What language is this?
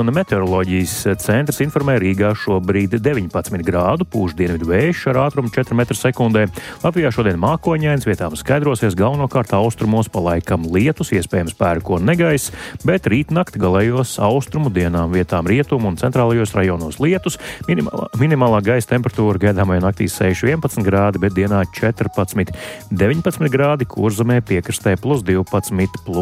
Latvian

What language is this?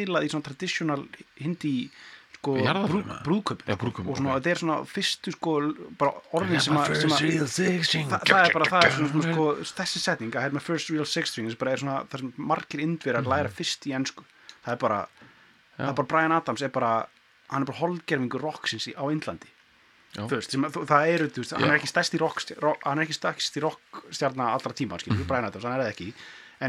Icelandic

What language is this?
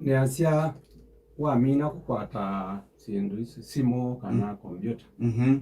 Kamba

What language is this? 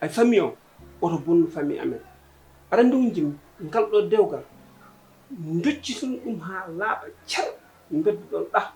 Fula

